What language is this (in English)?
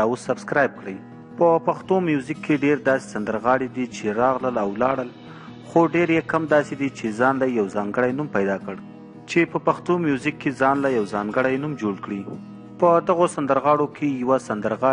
Pashto